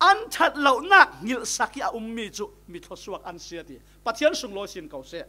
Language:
Falam Chin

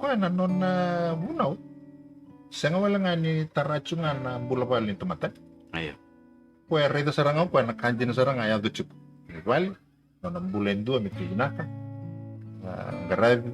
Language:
Fijian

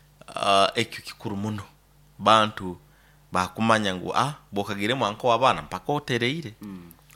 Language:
Nyoro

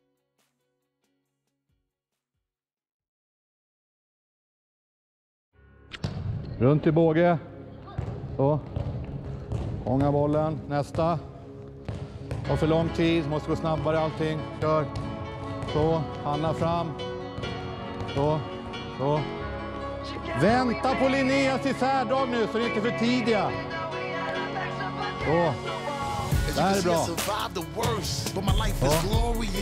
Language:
Swedish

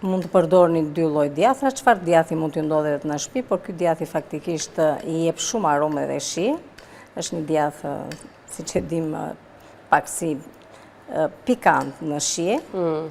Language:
Albanian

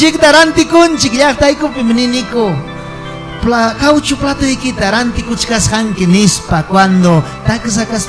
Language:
Ayacucho Quechua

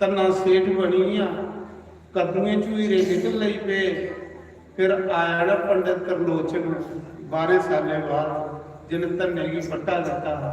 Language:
Dogri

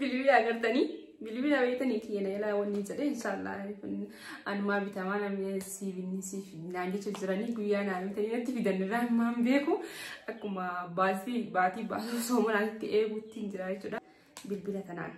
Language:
Oromo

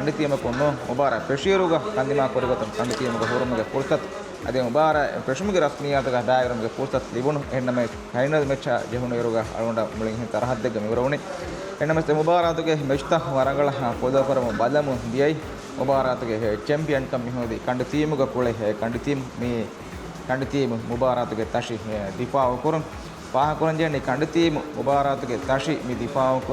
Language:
Divehi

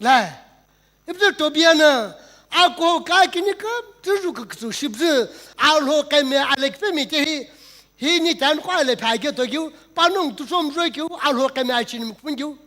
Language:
Sumi Naga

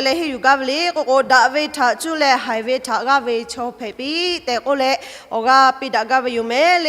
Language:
Lahu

